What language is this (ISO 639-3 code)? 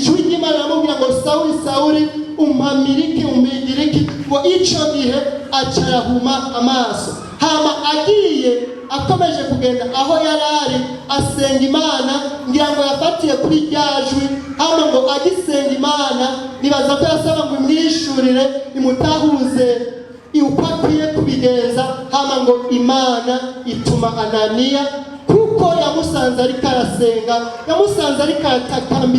run